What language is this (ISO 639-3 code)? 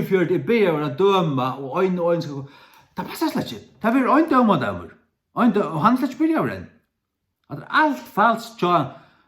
fao